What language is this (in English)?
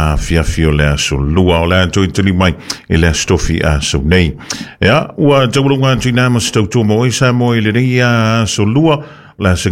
Samoan